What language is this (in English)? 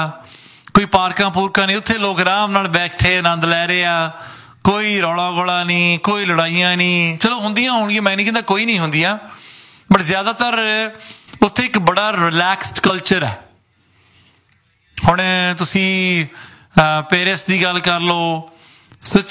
Punjabi